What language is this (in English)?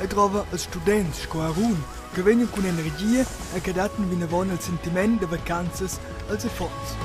Romansh